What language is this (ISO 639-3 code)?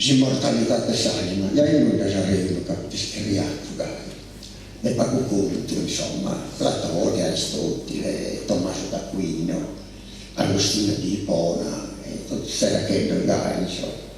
srd